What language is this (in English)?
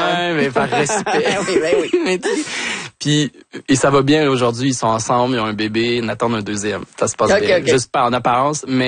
French